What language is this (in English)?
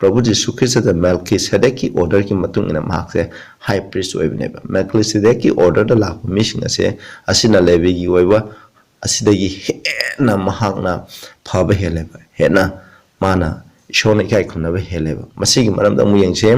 Manipuri